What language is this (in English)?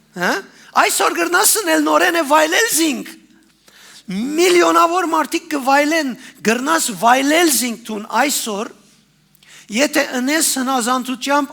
Western Armenian